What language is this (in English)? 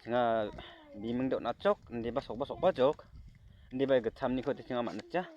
Garo